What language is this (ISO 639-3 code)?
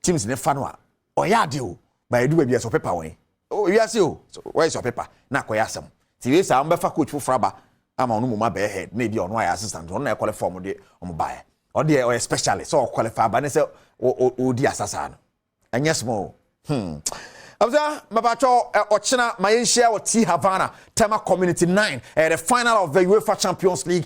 aka